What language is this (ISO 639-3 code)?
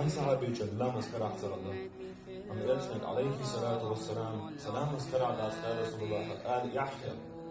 che